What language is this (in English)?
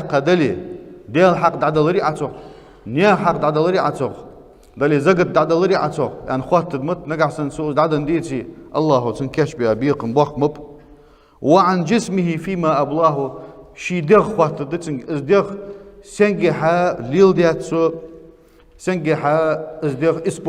Ingush